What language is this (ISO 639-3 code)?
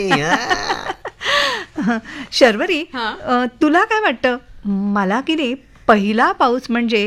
mar